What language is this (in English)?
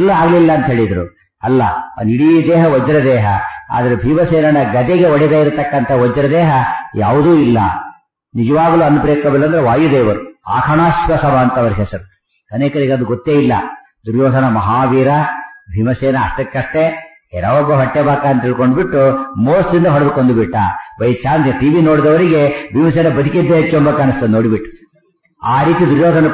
Kannada